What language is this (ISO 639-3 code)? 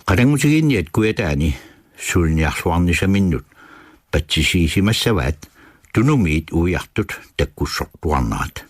kal